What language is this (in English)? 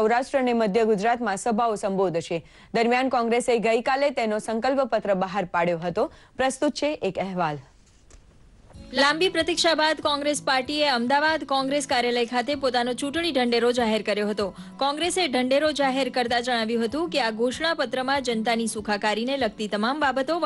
Gujarati